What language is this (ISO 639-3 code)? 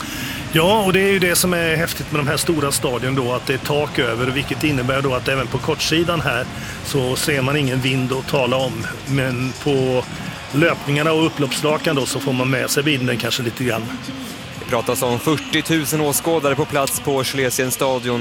swe